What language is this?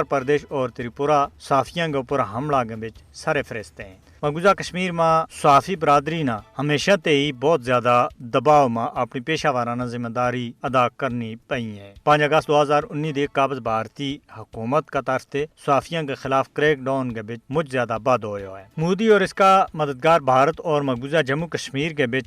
Gujari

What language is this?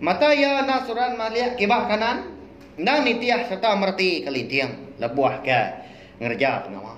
Iban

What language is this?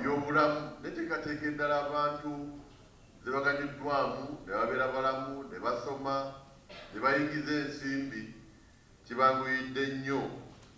Ganda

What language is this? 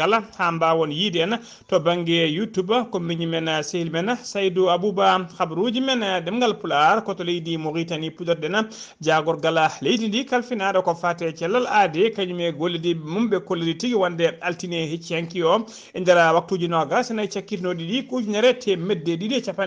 Fula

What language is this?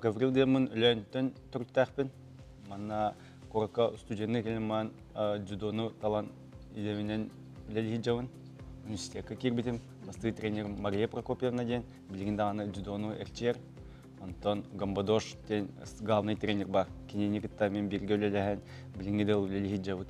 Yakut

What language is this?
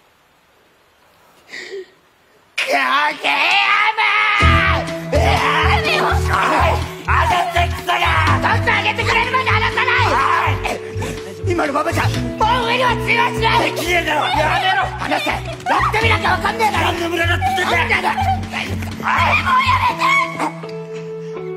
Japanese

